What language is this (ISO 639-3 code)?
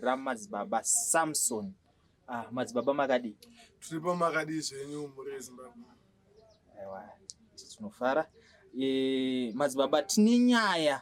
sna